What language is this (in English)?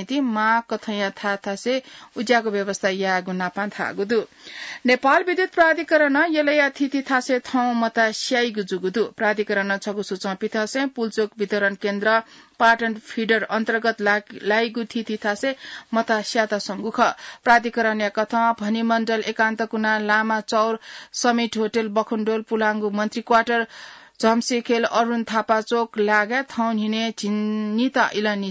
Newari